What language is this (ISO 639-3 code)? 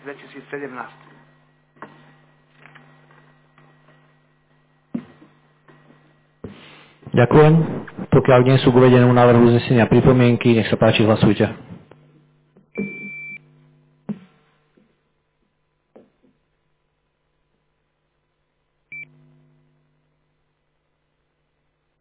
slk